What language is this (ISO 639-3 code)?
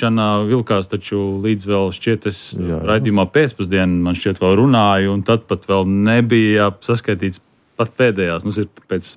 lav